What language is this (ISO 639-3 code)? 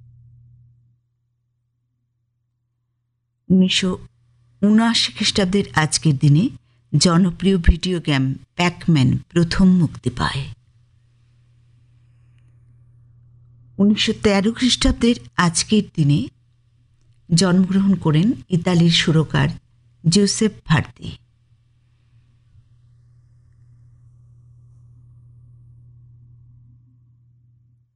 ben